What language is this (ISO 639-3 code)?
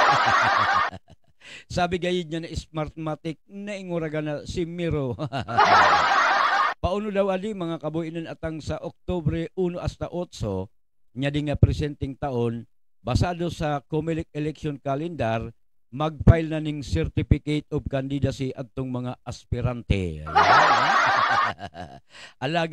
ubl